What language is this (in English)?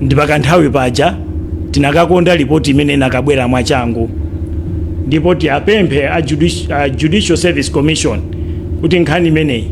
Nyanja